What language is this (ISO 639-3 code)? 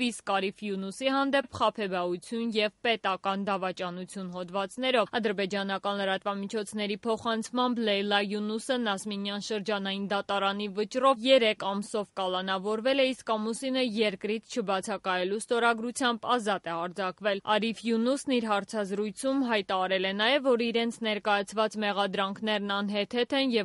hye